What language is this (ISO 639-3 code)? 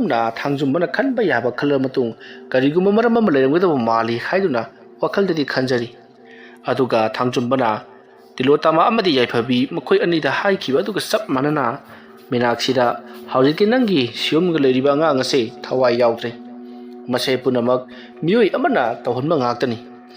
mni